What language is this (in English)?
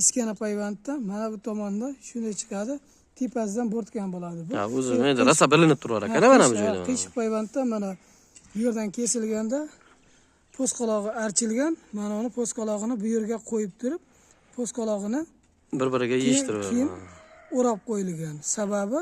Uzbek